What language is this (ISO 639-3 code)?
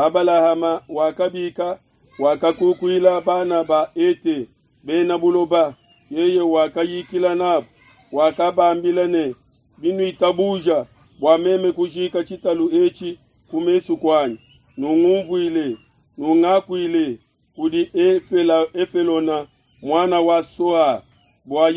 lua